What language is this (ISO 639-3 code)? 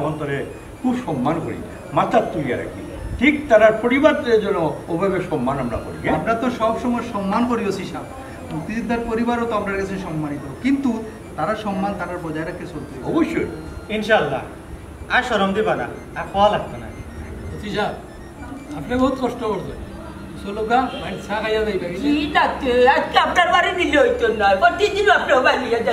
syl